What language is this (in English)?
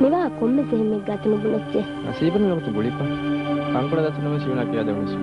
Divehi